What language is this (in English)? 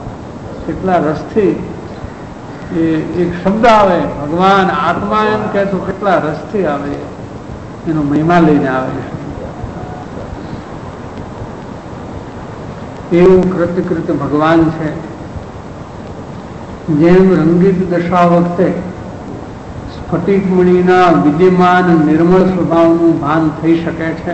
Gujarati